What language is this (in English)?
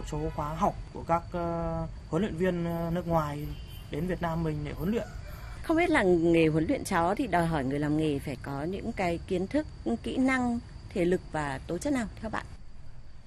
Vietnamese